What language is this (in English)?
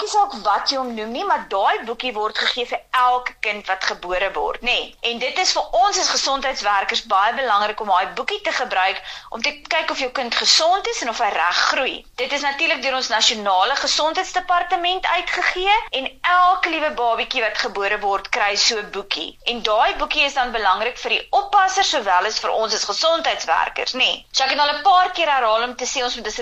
Afrikaans